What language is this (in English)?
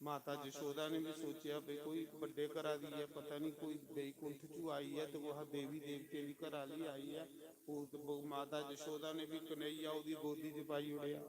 Dogri